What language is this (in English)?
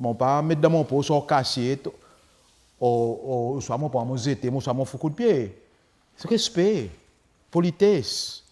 Seselwa Creole French